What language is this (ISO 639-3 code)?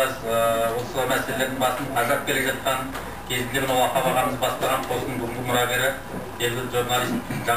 kaz